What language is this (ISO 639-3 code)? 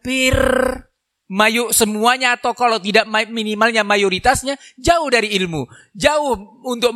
ind